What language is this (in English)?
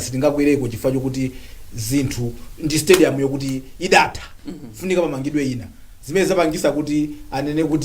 Nyanja